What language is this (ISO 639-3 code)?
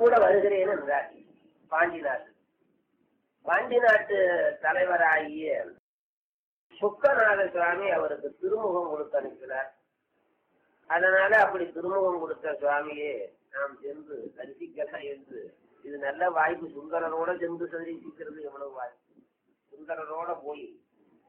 tam